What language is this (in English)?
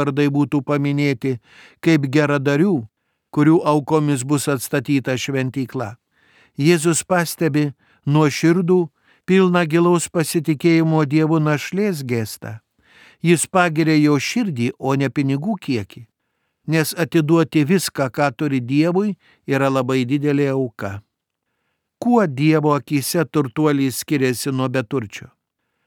Lithuanian